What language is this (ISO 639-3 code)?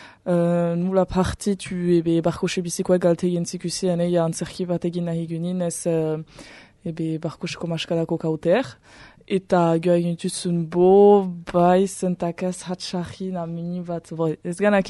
eus